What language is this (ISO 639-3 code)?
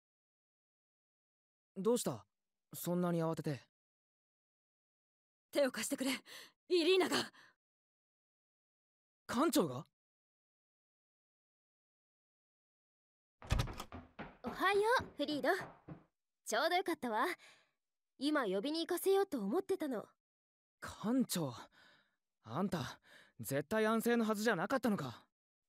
jpn